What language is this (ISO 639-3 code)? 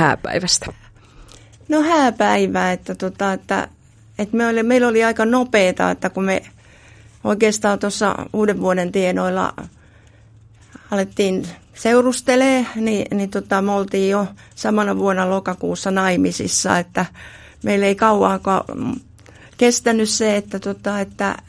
fin